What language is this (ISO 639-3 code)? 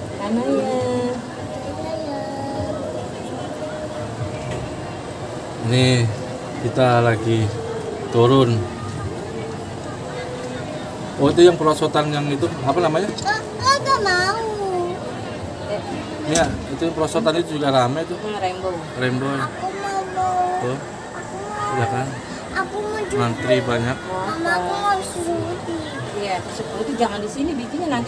ind